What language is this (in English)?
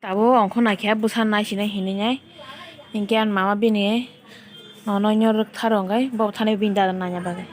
Kok Borok